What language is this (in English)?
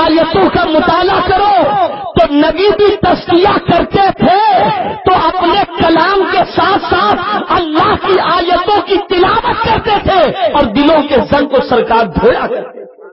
Urdu